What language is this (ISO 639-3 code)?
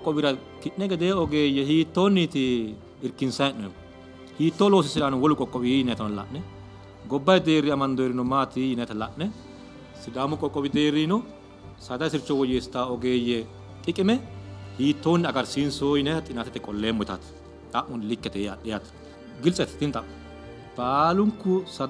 sid